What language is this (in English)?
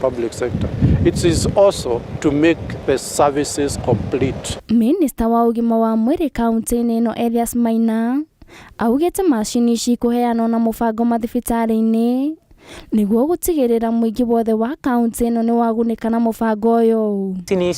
Kikuyu